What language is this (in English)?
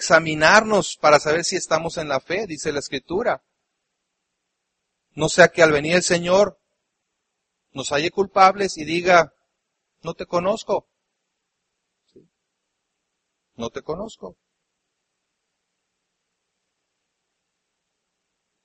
Spanish